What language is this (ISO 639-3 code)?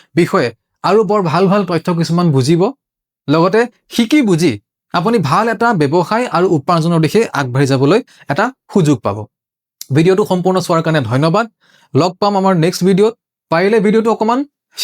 asm